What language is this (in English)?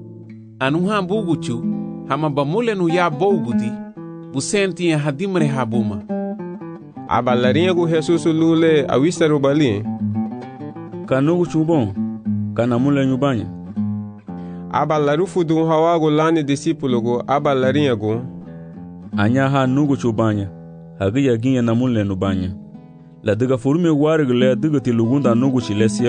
Garifuna